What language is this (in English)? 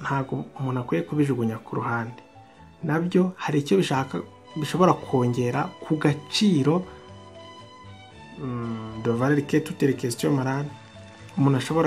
Kinyarwanda